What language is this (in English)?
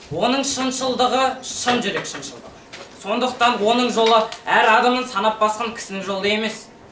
Kazakh